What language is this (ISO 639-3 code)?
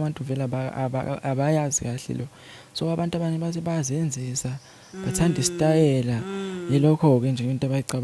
zul